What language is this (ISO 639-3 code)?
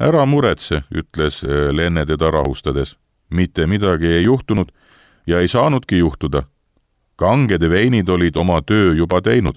est